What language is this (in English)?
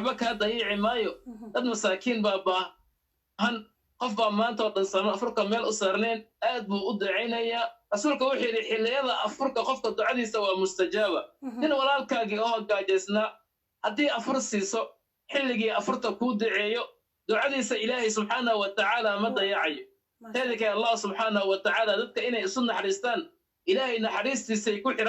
Somali